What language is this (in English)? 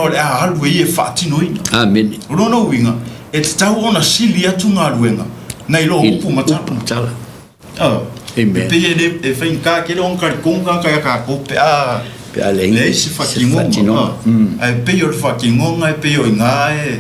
Samoan